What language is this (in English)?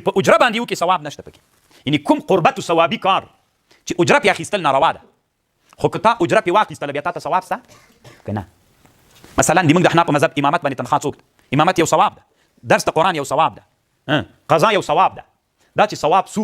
Pashto